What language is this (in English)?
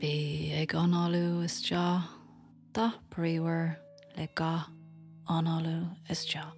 Irish